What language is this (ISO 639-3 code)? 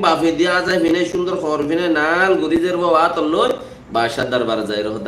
rhg